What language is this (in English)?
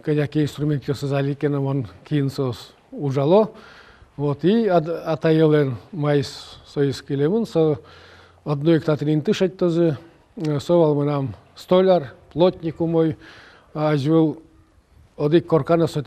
Udmurt